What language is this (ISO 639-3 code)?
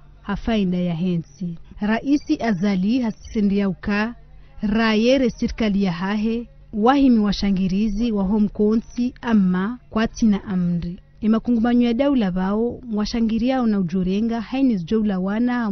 zdj